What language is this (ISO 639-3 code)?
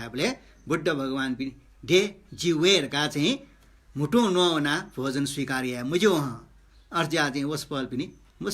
new